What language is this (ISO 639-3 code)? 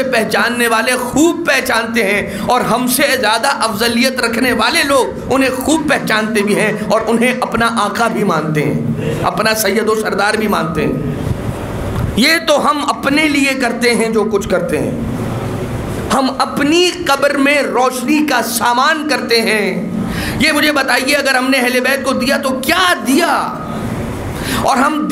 urd